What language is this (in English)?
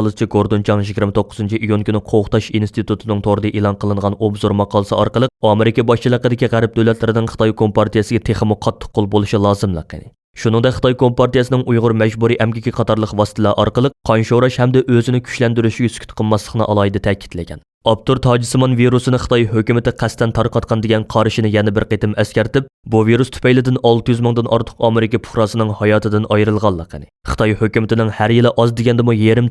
Uyghur